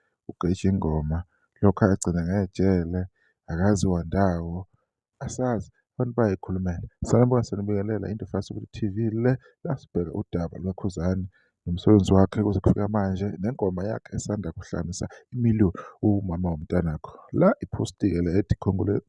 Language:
Zulu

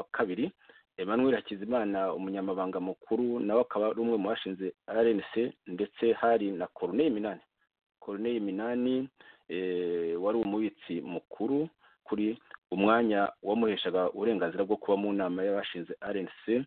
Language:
Kinyarwanda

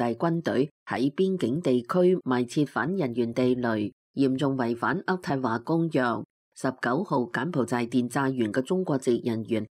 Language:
Cantonese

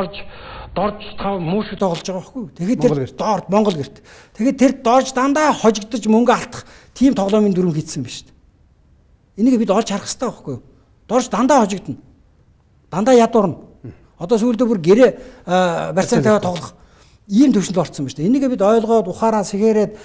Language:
Mongolian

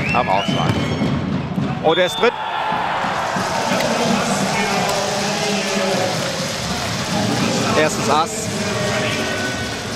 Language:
German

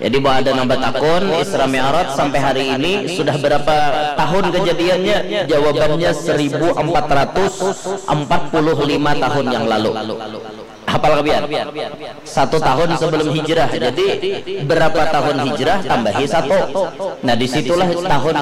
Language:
Banjar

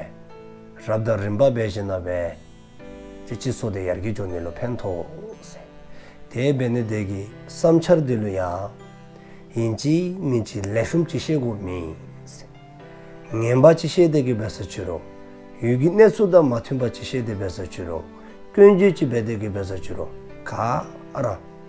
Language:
Dzongkha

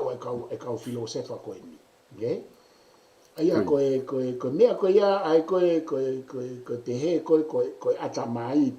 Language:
Tongan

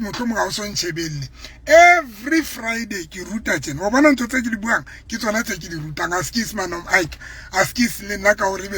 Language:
Southern Sotho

